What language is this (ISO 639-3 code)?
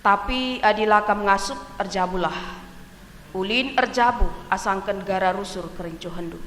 btx